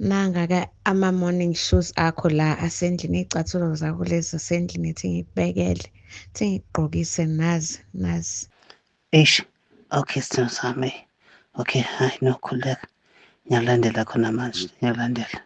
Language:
Zulu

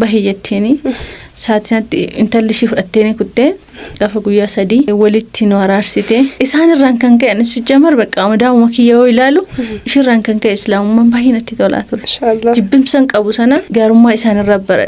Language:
Oromo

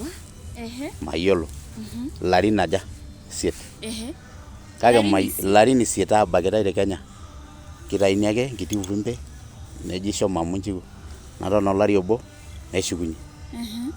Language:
Masai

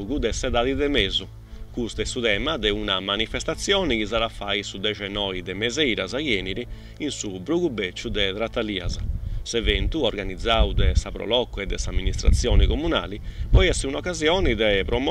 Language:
Sardinian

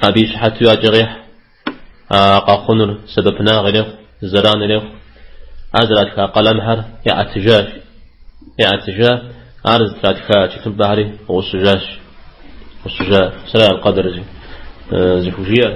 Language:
Kabardian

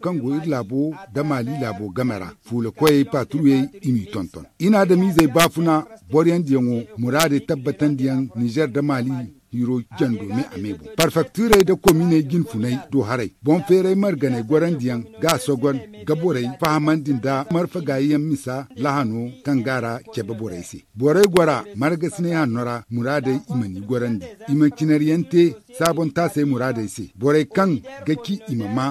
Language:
Zarma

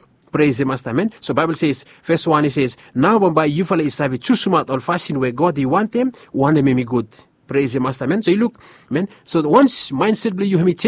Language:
Bislama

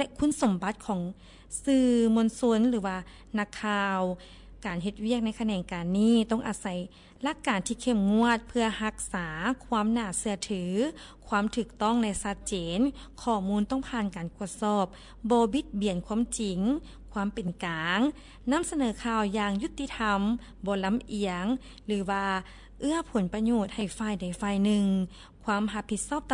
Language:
Lao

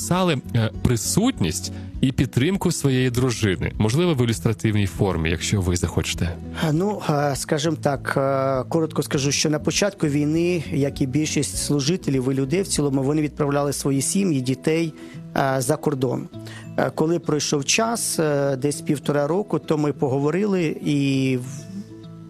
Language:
Ukrainian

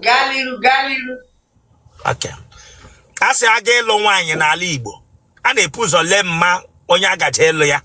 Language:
Igbo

